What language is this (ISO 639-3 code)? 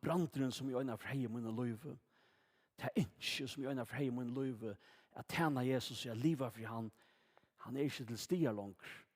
fao